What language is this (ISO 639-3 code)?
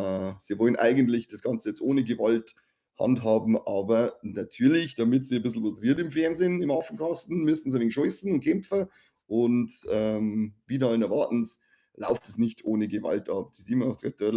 bar